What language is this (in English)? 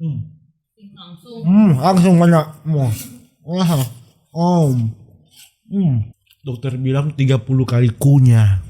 Manado Malay